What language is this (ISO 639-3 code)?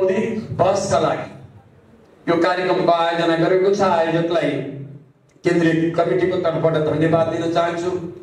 nep